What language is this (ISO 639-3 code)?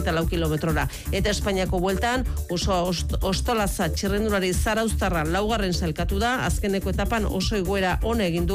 eus